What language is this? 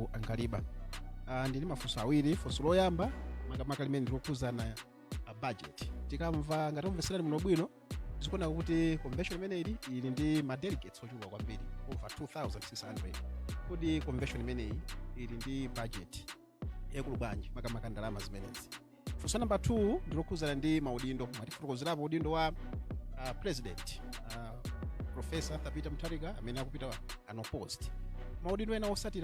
Nyanja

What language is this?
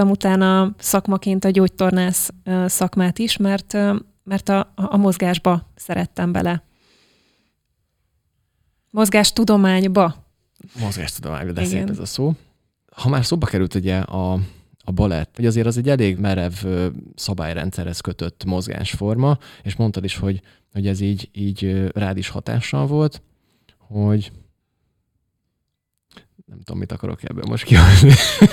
Hungarian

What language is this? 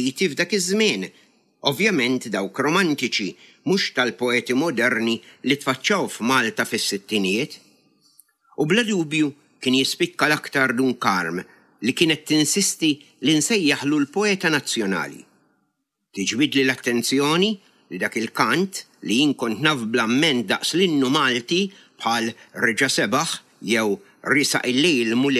Maltese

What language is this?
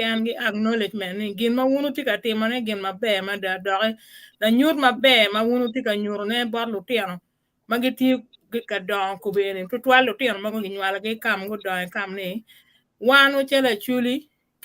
Acoli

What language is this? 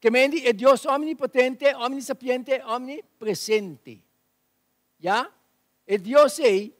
Papiamento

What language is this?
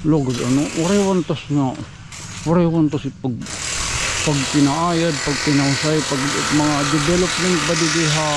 Waray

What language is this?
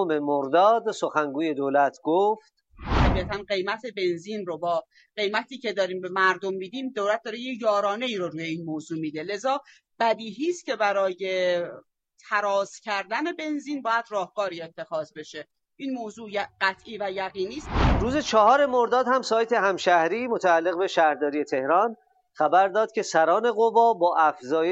Persian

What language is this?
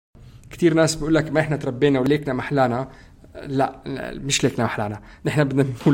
North Levantine Arabic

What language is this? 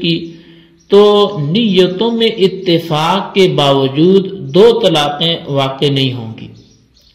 Urdu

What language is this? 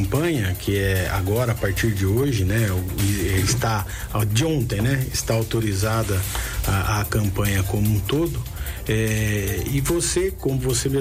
Portuguese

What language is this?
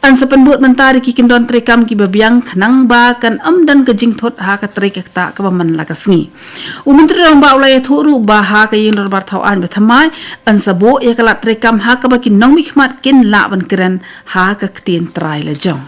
Khasi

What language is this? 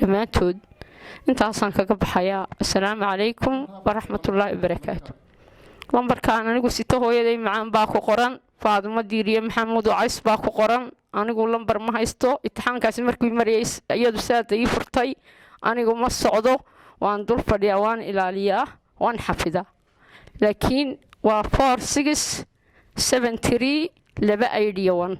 Somali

